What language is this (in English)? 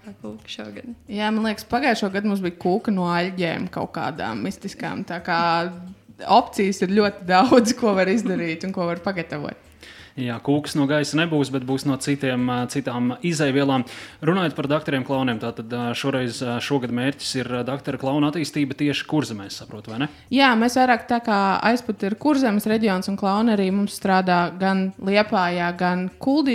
Latvian